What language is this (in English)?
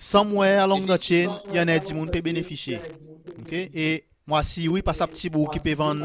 Seselwa Creole French